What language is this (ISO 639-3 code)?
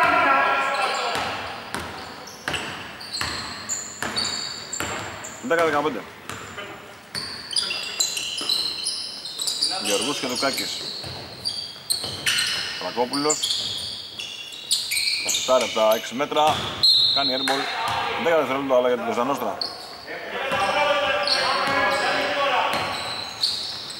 ell